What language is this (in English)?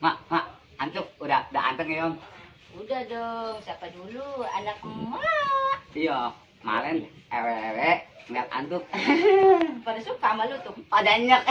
Betawi